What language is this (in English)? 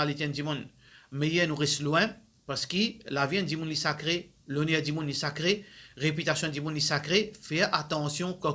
Morisyen